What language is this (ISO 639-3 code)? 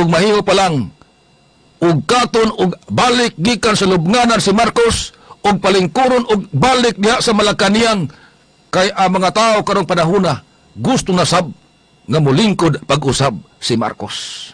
ceb